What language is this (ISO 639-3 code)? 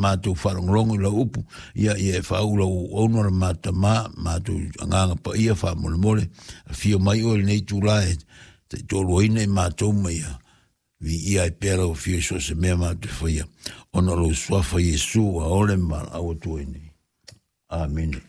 smo